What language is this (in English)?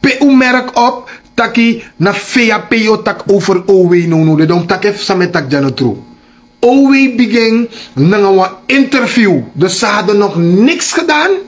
Sranan Tongo